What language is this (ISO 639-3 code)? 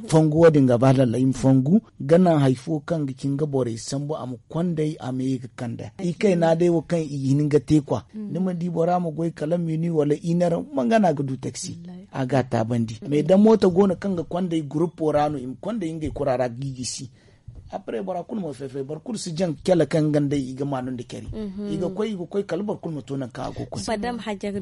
dje